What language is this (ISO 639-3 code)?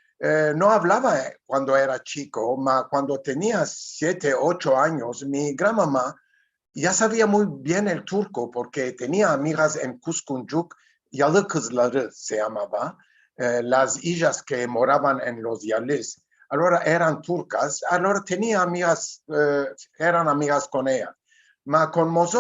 lad